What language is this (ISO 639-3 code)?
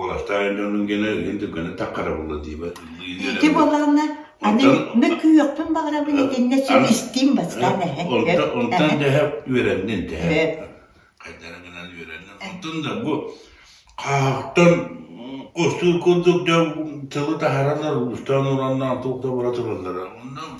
sah